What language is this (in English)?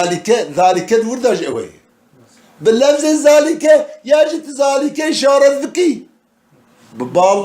Kurdish